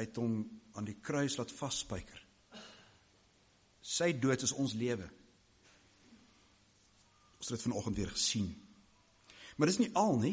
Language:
Afrikaans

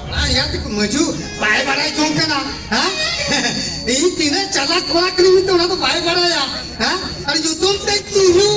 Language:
Santali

